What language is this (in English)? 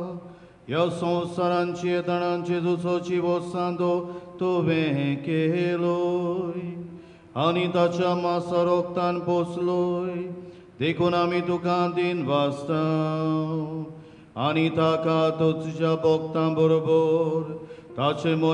Konkani